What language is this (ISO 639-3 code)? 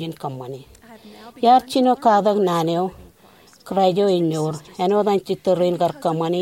mah